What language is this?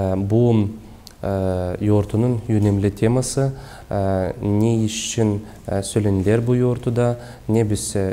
Gagauz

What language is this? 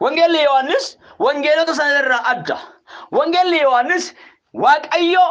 Oromo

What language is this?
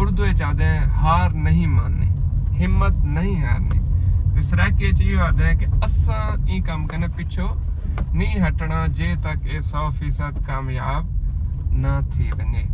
Saraiki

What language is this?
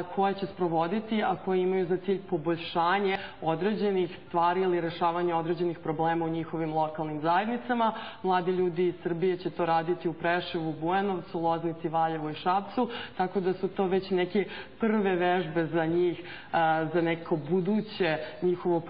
Serbian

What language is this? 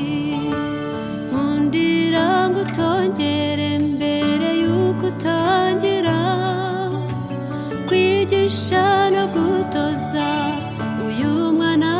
Kinyarwanda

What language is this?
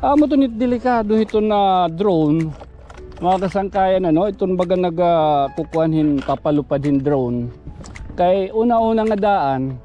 Waray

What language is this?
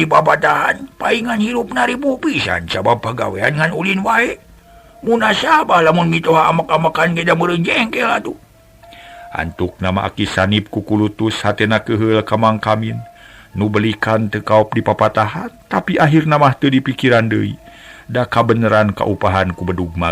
Sundanese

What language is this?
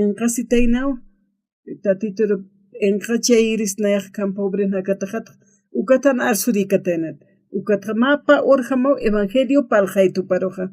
Aymara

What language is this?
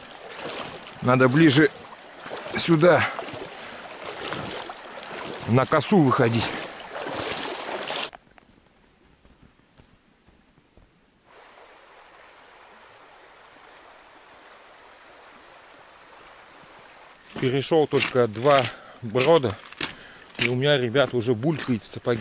Russian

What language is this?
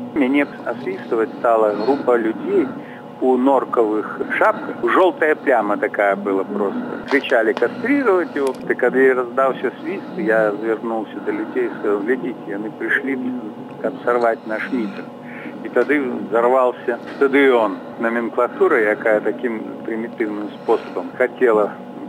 Belarusian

